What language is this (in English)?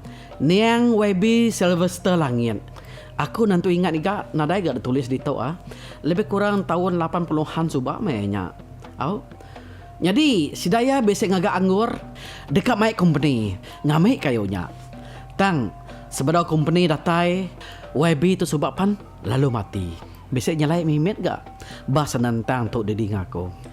Iban